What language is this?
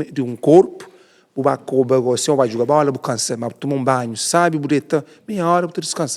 Kabuverdianu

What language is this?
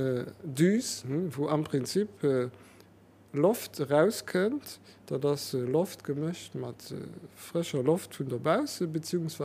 Luxembourgish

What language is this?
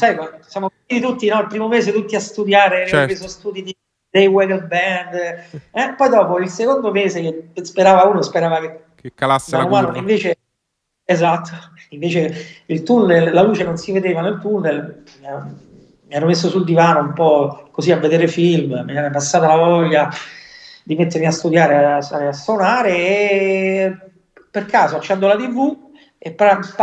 Italian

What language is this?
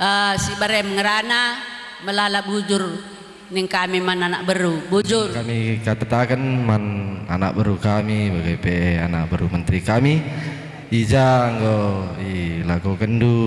Batak Karo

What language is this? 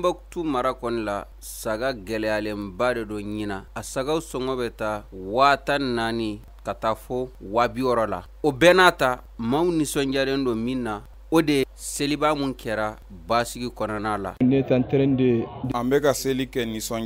Bambara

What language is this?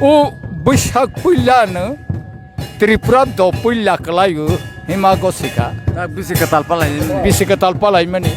Kok Borok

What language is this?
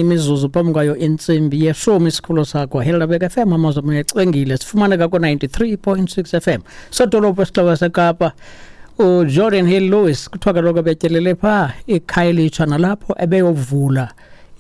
Xhosa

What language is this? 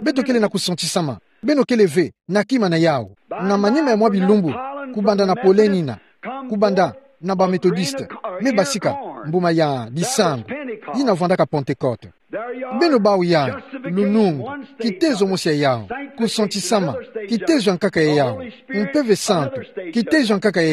Kituba (Democratic Republic of Congo)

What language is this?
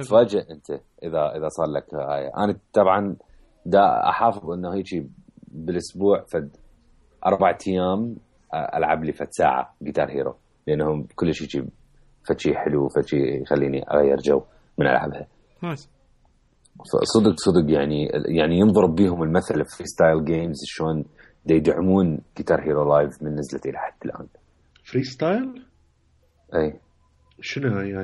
Mesopotamian Arabic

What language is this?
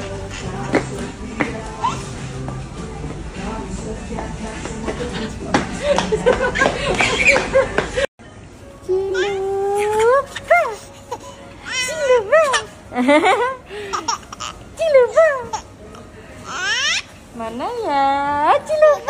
Indonesian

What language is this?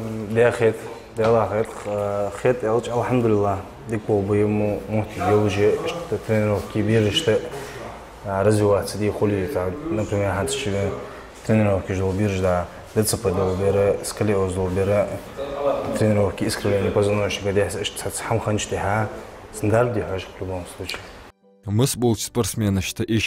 Ingush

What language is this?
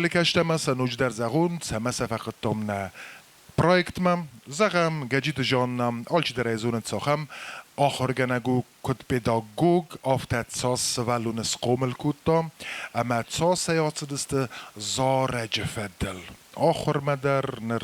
Ossetic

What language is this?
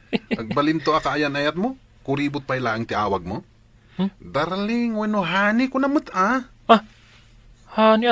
Iloko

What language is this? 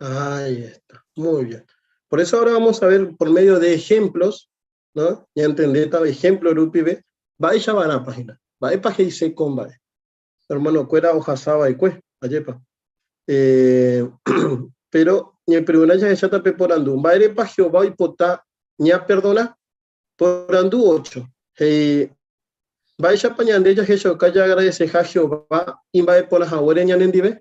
Guarani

